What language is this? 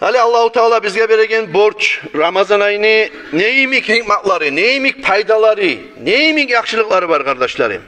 Kumyk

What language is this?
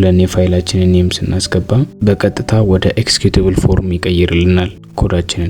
Amharic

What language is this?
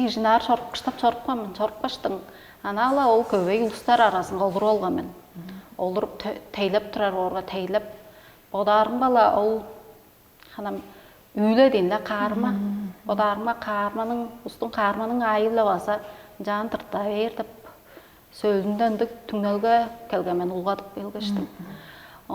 Tuvinian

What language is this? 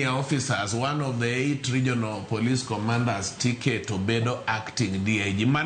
Luo (Kenya and Tanzania)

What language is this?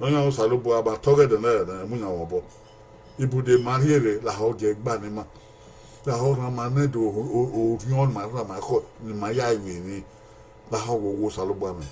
Bini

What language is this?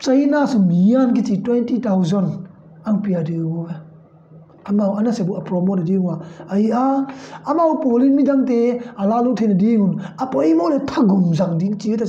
Tedim Chin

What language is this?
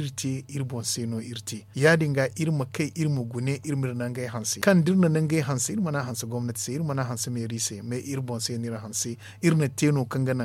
Zarma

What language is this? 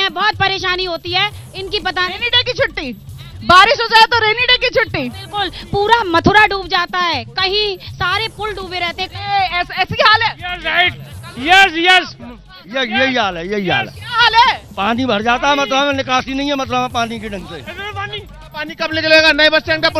Hindi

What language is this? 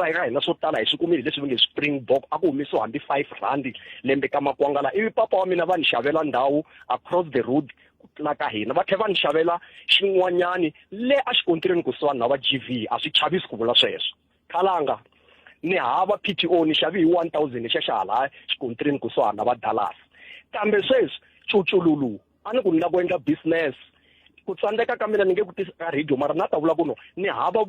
Tsonga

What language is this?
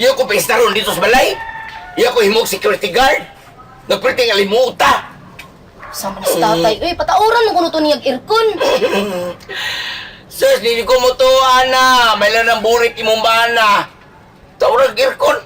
Cebuano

